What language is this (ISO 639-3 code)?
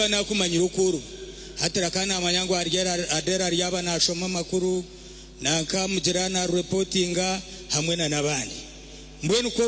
nyn